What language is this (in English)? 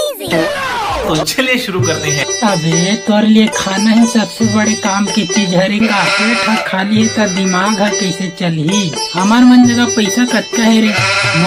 Chhattisgarhi